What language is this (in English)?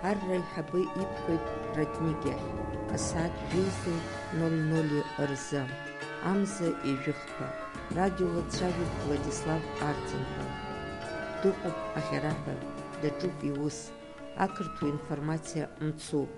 Abkhazian